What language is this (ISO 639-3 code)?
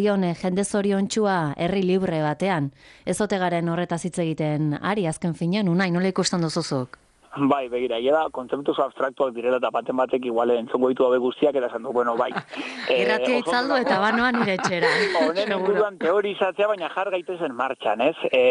eus